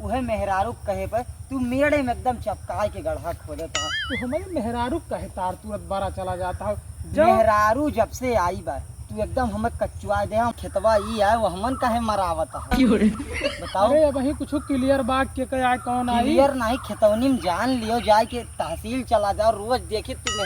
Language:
Awadhi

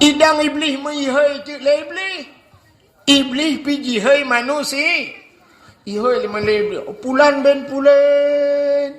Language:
Achinese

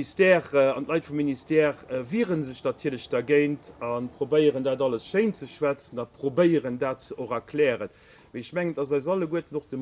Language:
Luxembourgish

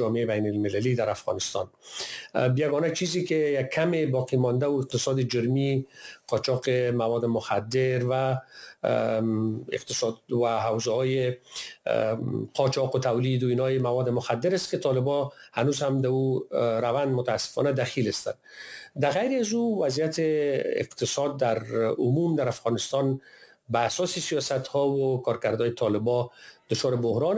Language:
Persian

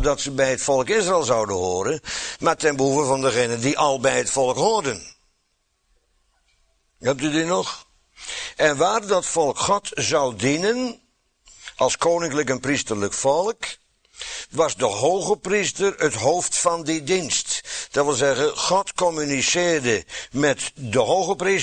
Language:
Dutch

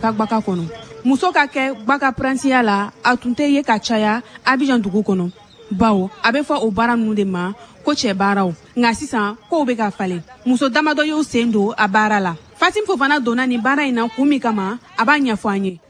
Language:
Bambara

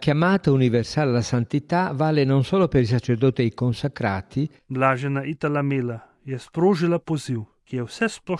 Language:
Slovenian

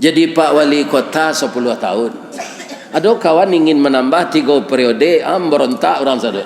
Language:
Minangkabau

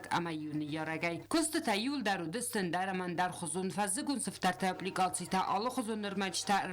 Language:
Ossetic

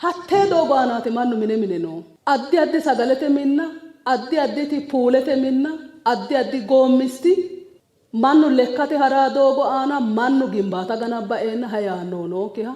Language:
Sidamo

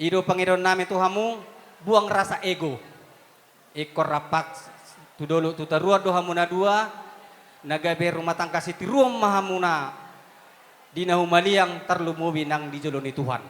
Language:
Batak Toba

